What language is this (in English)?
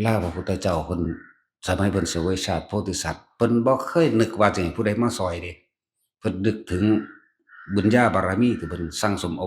Northeastern Thai